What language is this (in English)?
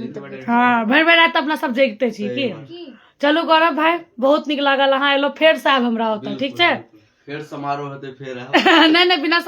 Maithili